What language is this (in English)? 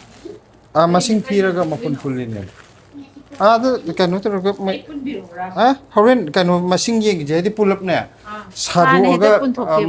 Manipuri